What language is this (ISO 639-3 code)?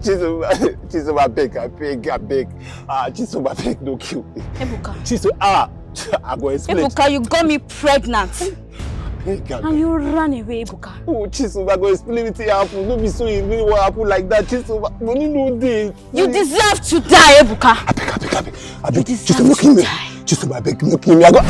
pcm